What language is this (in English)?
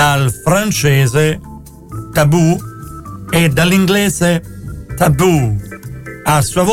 Italian